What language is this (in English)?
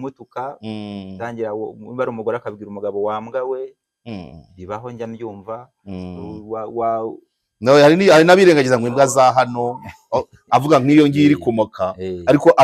Kinyarwanda